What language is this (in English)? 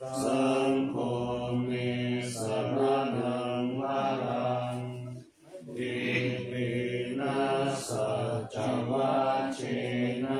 Pali